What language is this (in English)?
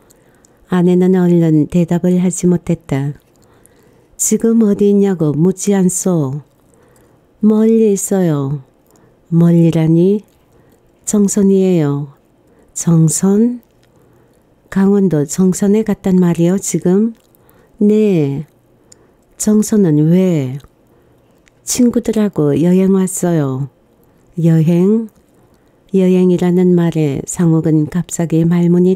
Korean